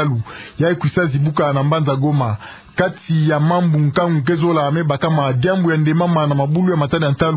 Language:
Kituba (Democratic Republic of Congo)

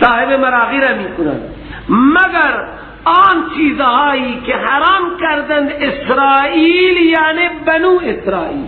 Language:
Persian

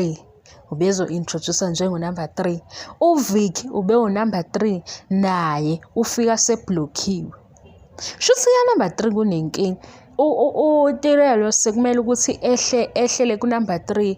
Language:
Zulu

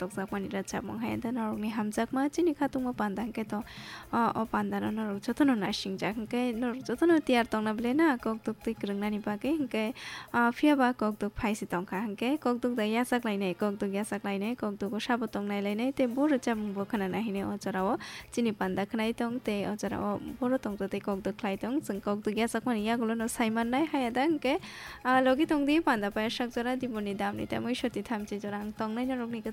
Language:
Kok Borok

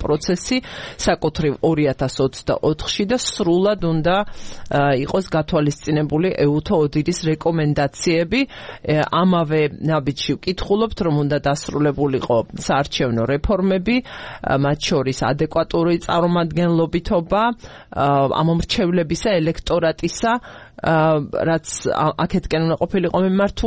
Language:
Georgian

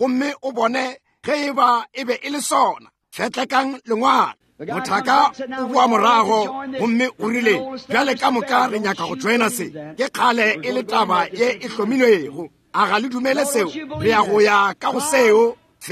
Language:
Northern Sotho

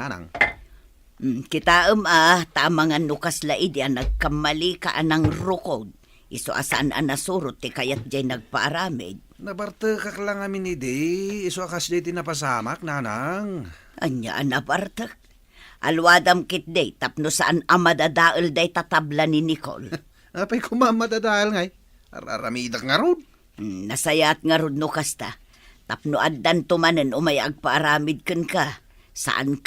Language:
Iloko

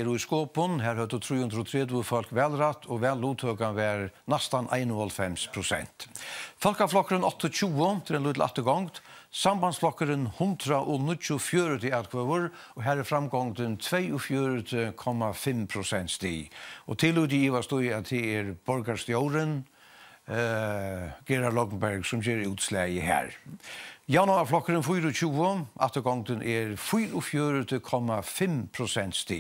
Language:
Faroese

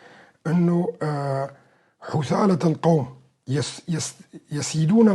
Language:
North Levantine Arabic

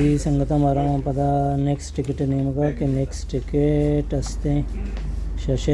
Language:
Baluchi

